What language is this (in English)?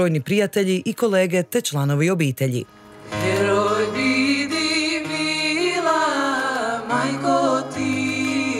Croatian